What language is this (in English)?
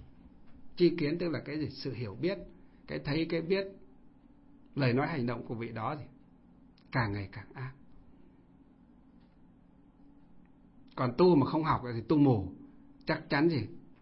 Vietnamese